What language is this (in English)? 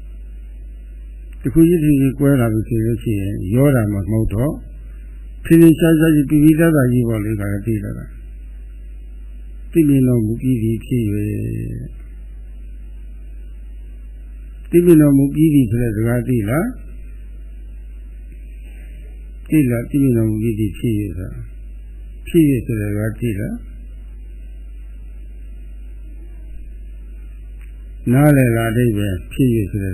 Burmese